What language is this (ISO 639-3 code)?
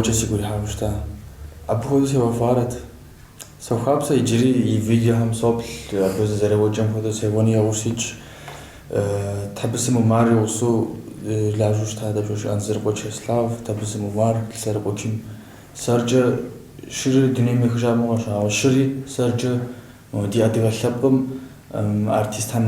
kbd